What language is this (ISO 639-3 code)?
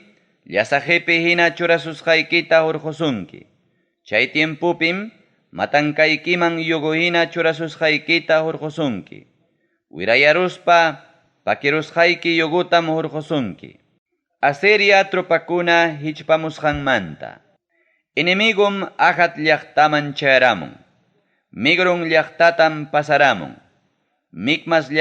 quy